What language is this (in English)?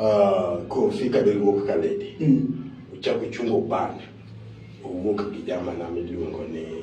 Luo (Kenya and Tanzania)